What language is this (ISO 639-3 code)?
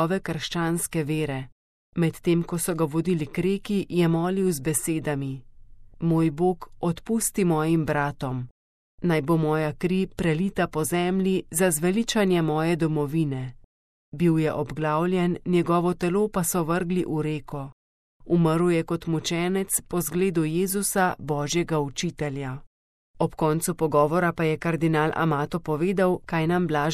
slv